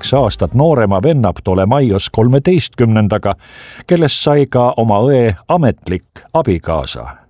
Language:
Estonian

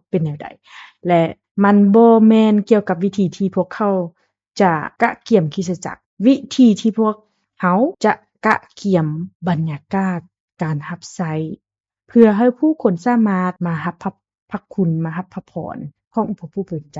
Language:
Lao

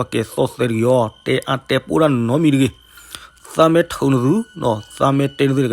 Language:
S'gaw Karen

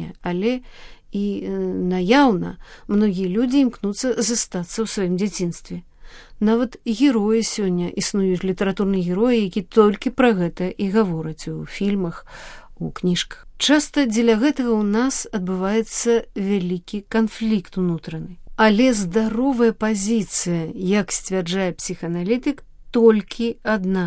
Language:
Belarusian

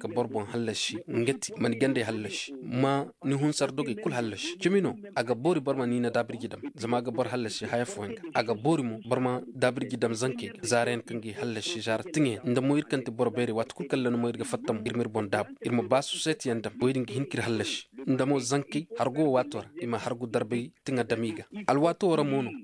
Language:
Zarma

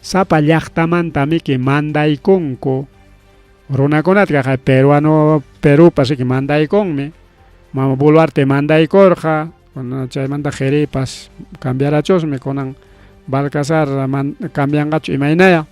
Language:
Ayacucho Quechua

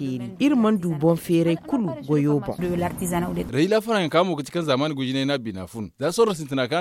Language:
Zarma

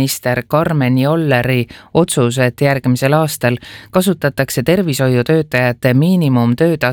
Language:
Estonian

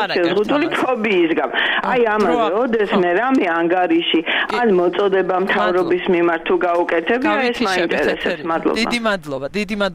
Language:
Georgian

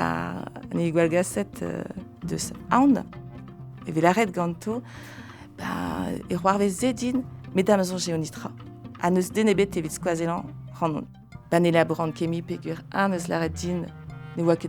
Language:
Breton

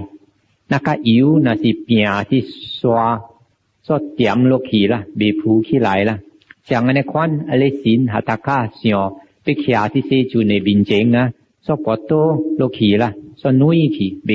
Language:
Min Nan Chinese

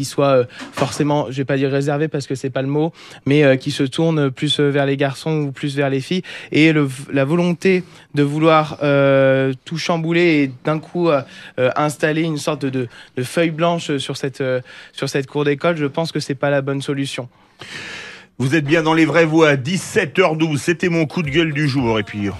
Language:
French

